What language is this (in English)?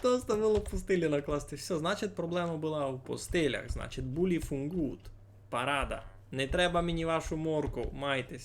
Rusyn